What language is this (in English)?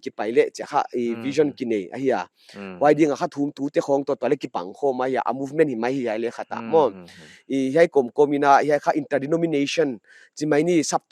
Paite Chin